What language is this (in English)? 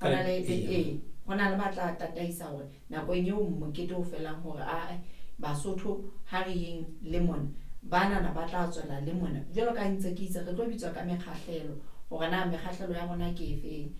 Southern Sotho